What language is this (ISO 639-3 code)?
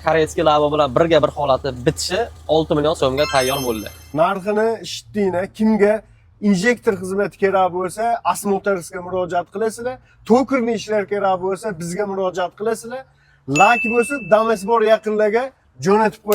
uzb